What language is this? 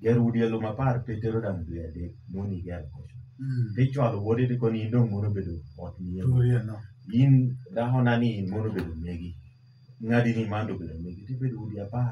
Lango (Uganda)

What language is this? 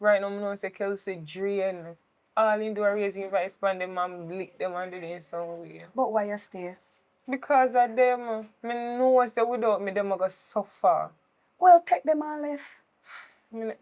Jamaican Creole English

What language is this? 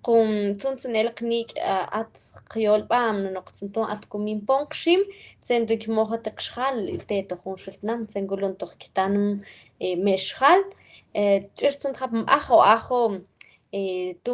Mam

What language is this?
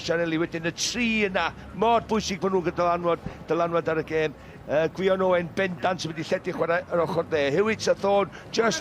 Welsh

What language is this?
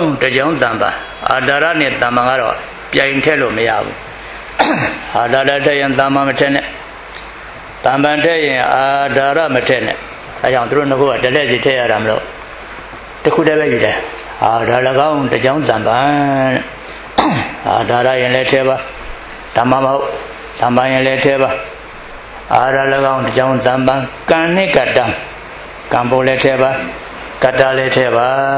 Burmese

